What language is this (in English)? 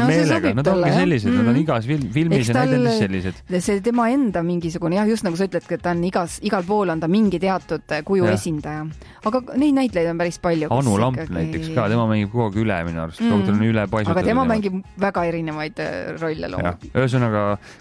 Estonian